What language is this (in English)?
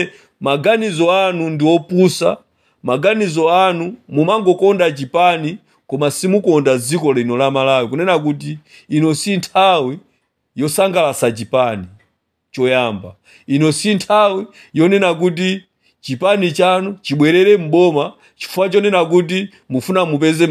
Nyanja